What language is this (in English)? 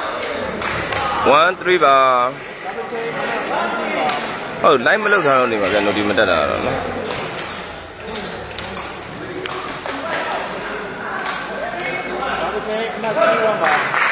Burmese